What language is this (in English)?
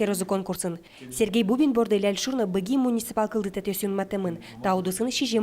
Udmurt